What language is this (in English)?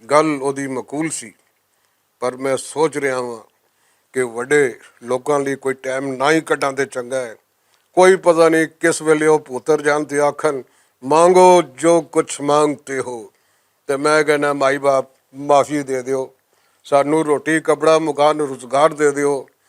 Western Panjabi